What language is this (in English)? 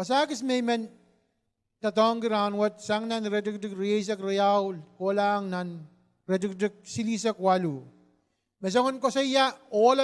Pohnpeian